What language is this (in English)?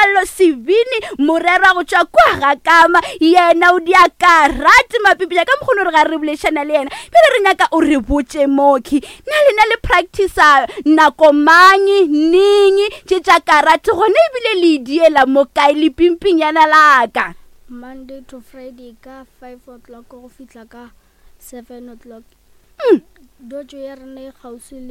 Northern Sotho